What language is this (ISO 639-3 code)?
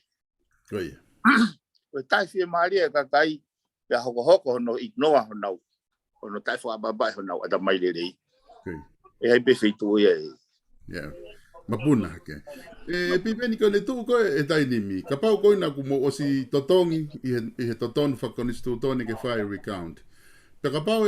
ton